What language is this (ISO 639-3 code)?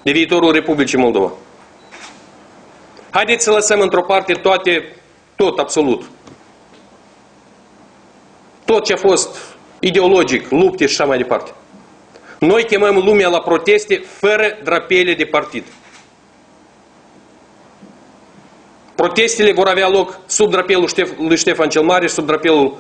ron